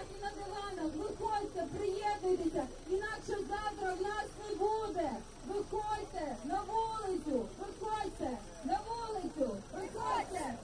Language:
Ukrainian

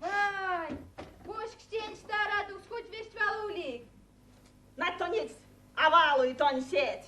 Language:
Erzya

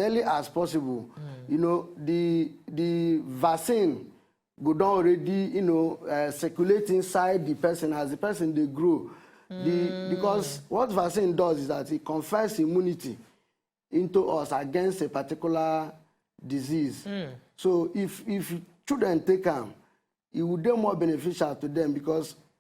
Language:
Nigerian Pidgin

